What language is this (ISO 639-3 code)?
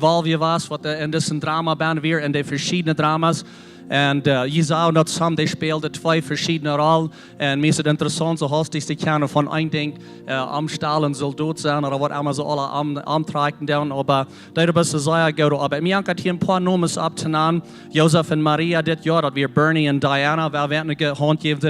pdt